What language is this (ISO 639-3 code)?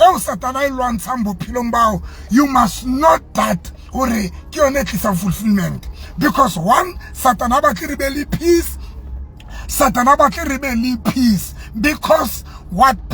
sot